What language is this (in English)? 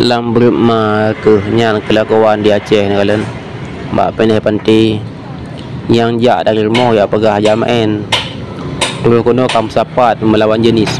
Achinese